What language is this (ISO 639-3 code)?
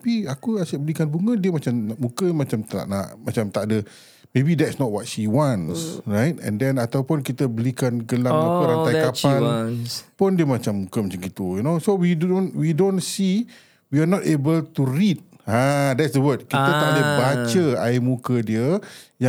msa